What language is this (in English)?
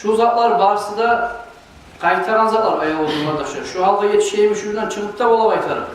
Kumyk